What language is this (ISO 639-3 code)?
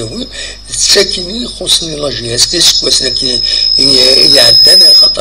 kab